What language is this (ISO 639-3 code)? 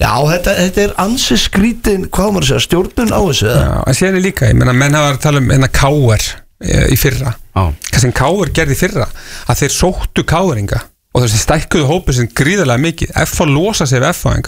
isl